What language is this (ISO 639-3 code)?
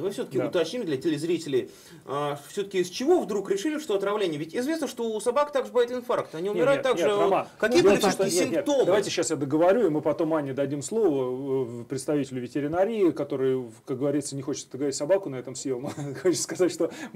rus